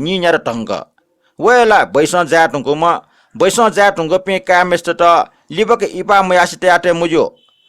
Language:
Newari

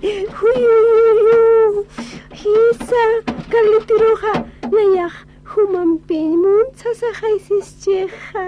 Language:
Aymara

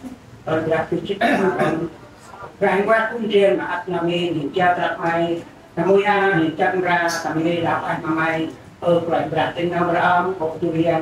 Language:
Central Mnong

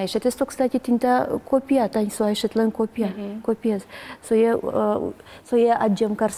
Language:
Udmurt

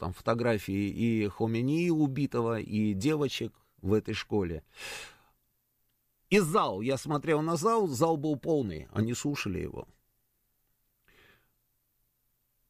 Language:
Russian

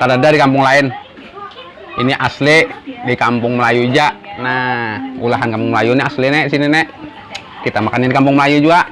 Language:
Banjar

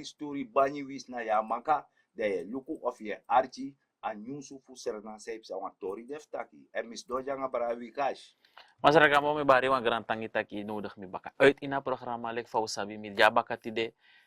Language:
Sranan Tongo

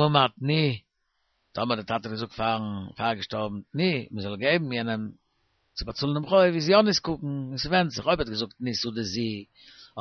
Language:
Yiddish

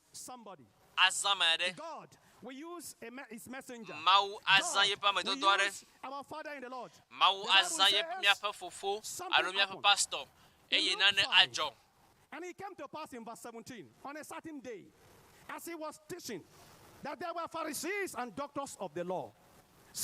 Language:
Ewe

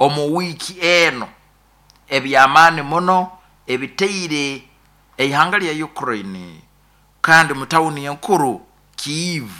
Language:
Nyoro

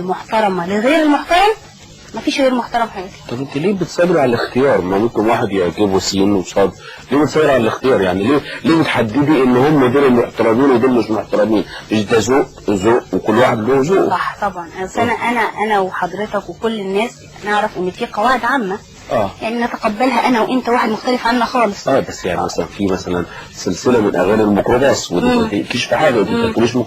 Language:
Egyptian Arabic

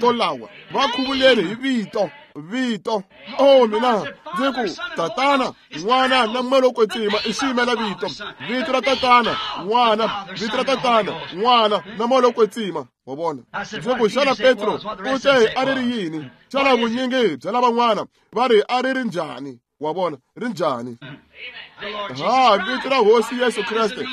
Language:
Tsonga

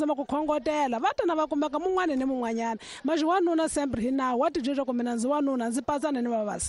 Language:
Tsonga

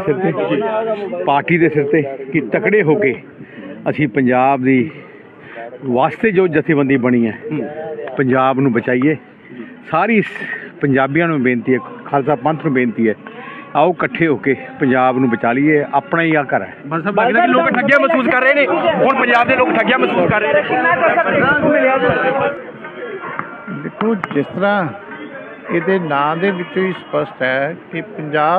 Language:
Punjabi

